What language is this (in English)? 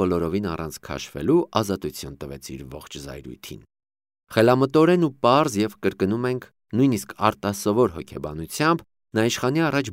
Armenian